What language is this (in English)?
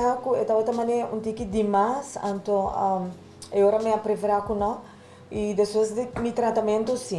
Papiamento